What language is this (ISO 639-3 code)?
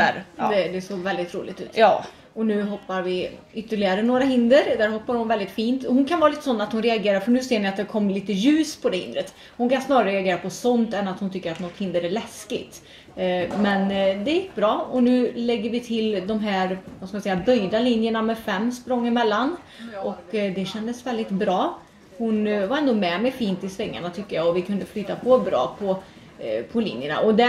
swe